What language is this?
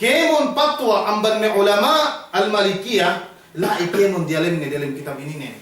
Yakan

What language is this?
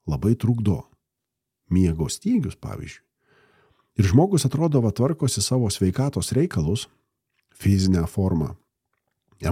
Lithuanian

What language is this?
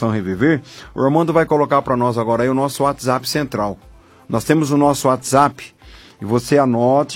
Portuguese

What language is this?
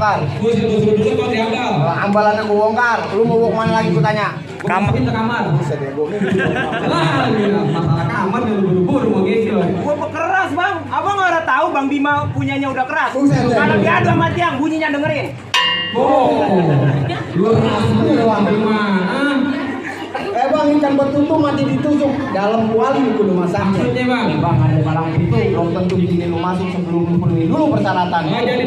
Betawi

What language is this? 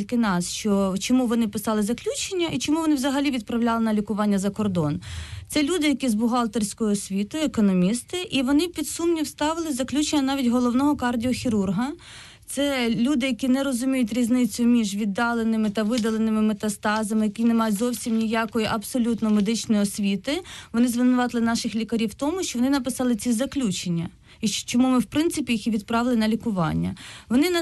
Ukrainian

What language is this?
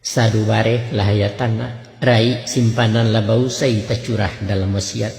Minangkabau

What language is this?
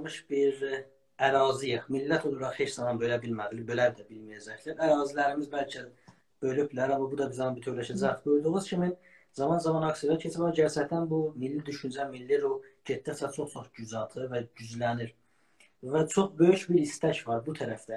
South Azerbaijani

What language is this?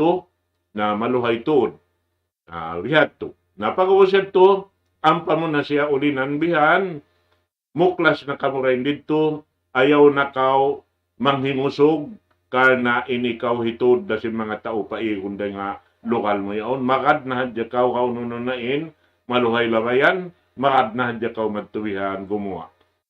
Tausug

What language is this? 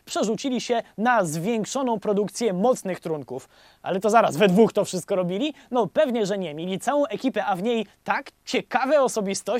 Polish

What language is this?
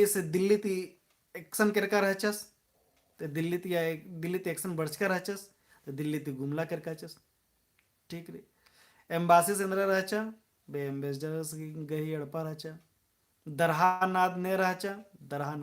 Kurukh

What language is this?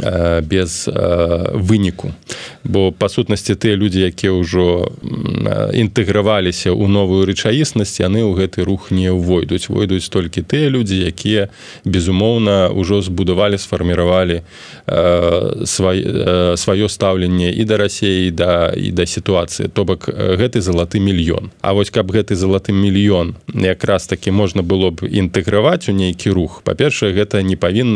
Belarusian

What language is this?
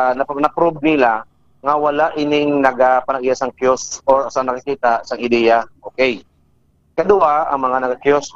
Hiligaynon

